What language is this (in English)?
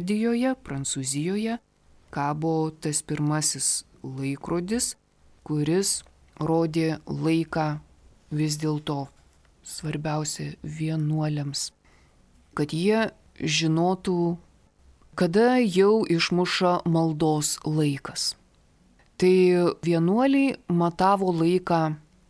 Lithuanian